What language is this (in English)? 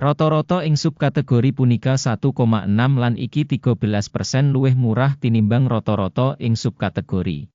Javanese